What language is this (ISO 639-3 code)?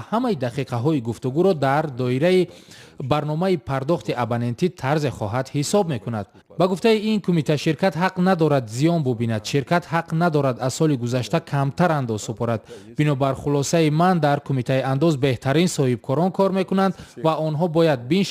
tgk